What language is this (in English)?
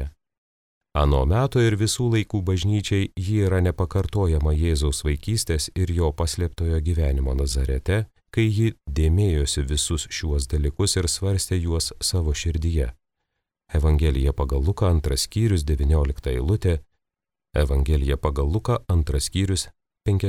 Lithuanian